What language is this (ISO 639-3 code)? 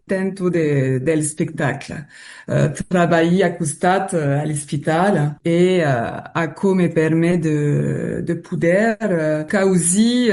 oci